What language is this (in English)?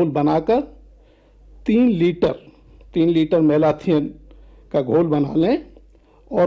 Hindi